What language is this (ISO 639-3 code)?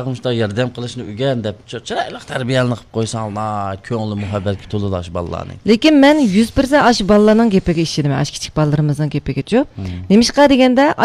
uig